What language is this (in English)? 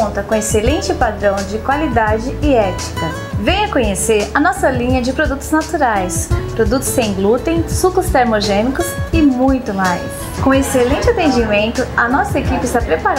Portuguese